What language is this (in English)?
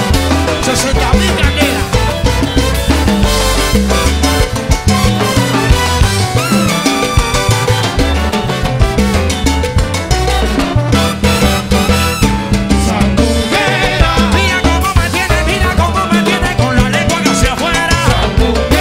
Spanish